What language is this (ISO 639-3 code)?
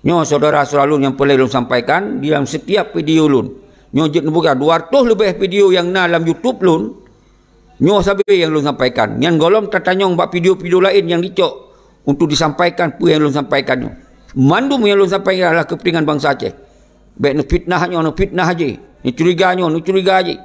ace